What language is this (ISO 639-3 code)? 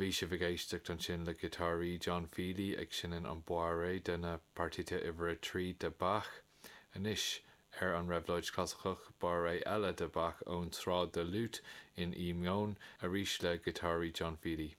gle